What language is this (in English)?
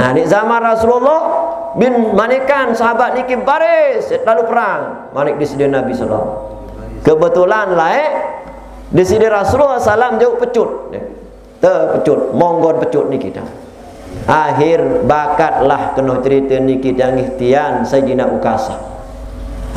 Sasak